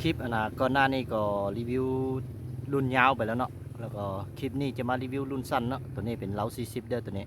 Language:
Lao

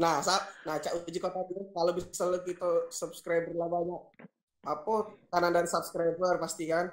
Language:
Musi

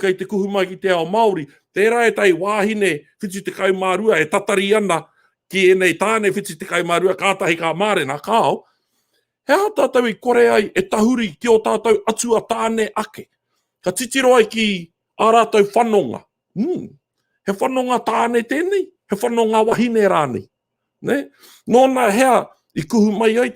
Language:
Māori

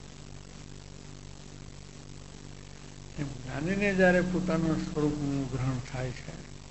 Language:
Gujarati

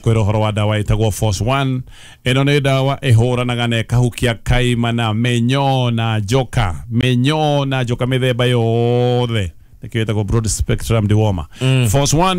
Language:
Kikuyu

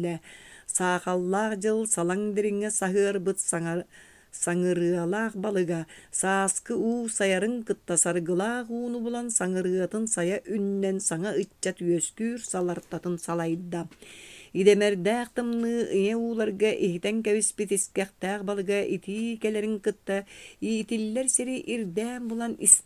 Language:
Yakut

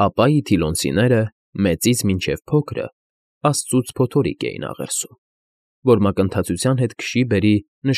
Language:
Armenian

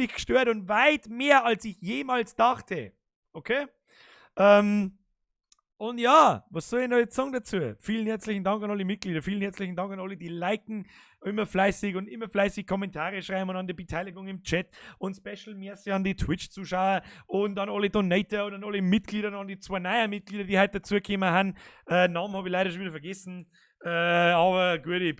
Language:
Bavarian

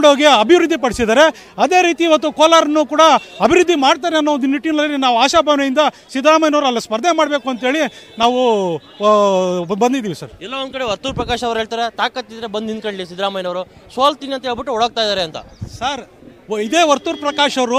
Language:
Kannada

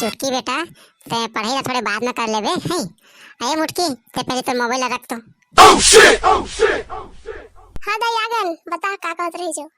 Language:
Chhattisgarhi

